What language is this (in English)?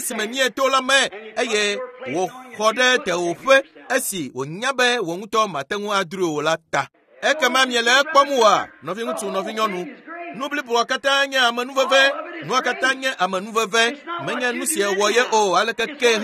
Ewe